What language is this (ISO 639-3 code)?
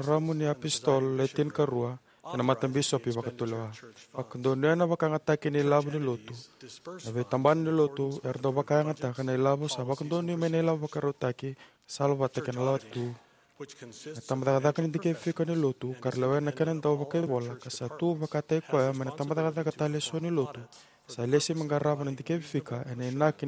fij